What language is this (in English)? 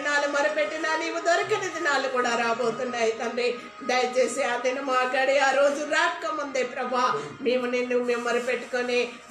Telugu